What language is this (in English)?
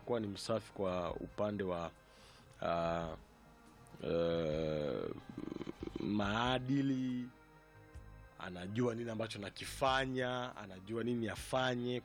Swahili